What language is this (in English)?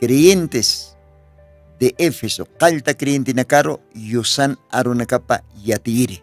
Aymara